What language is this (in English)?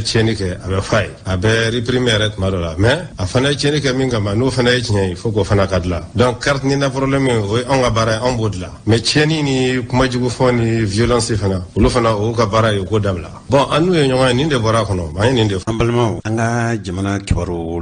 Bambara